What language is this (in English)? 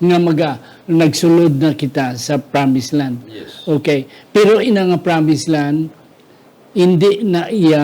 Hiligaynon